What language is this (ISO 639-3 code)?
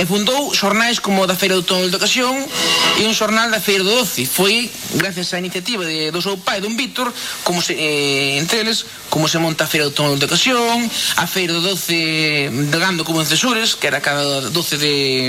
glg